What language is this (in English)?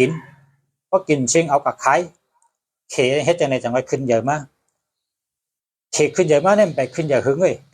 Shan